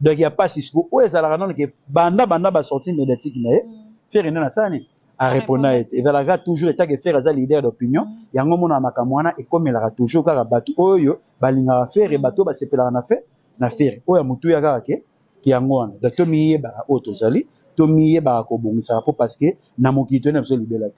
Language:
Lingala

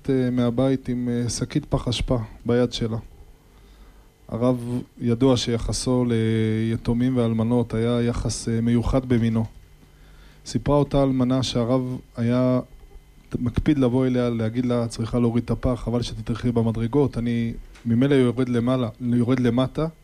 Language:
Hebrew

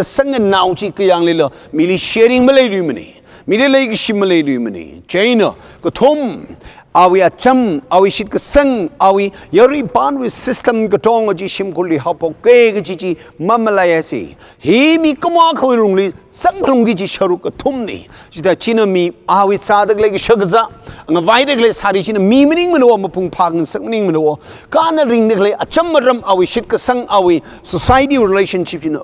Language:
Tangkhul Naga (India)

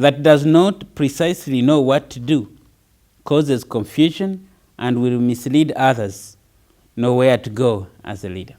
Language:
Nyanja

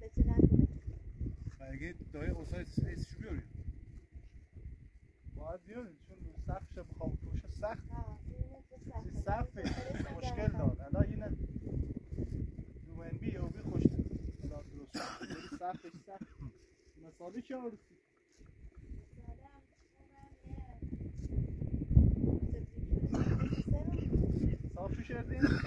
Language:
Persian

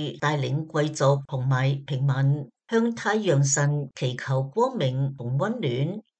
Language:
Cantonese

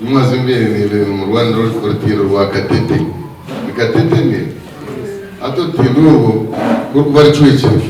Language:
Nyankole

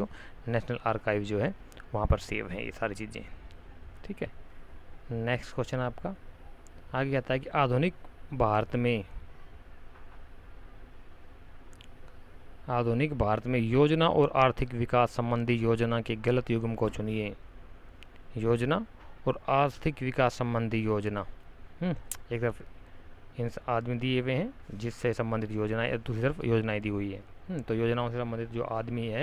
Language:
Hindi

